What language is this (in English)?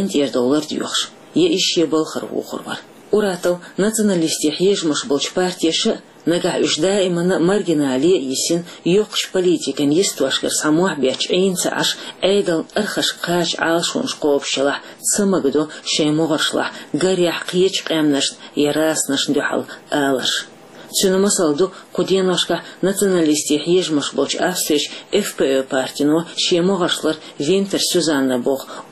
Chechen